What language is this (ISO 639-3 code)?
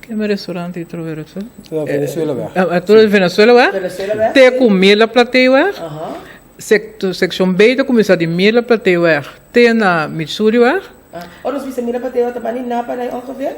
pap